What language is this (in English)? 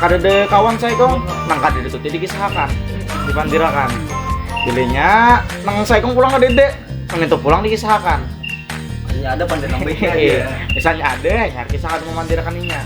Banjar